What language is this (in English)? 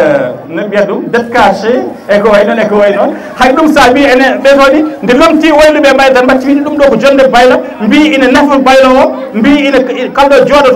Fula